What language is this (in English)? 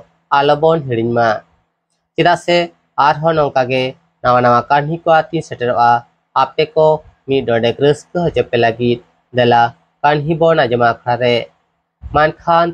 Santali